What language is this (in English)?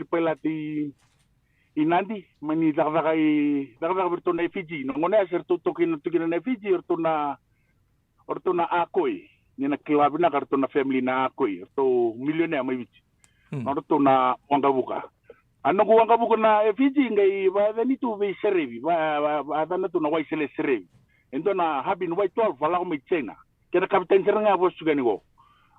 Fijian